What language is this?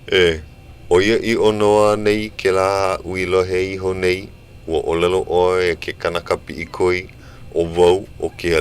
Hawaiian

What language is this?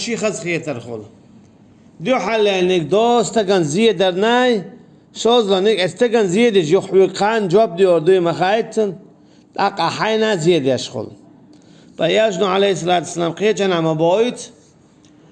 Chechen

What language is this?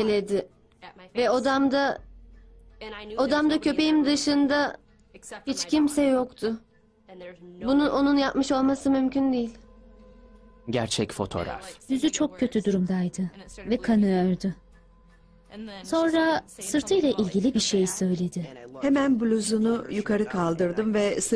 Turkish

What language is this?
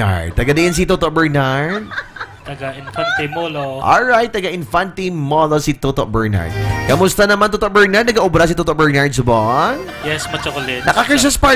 Hiligaynon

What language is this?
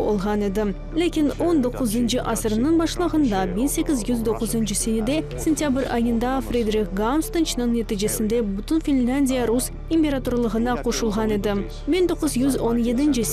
Crimean Tatar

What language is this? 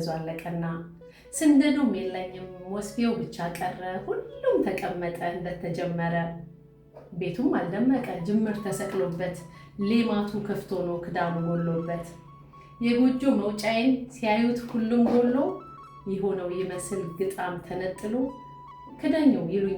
Amharic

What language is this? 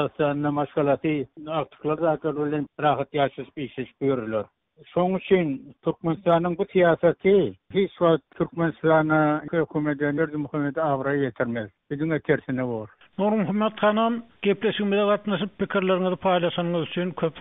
Turkmen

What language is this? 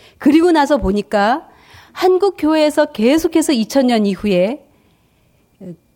Korean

